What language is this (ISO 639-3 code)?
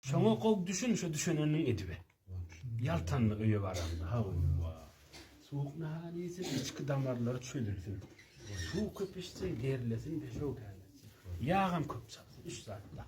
tuk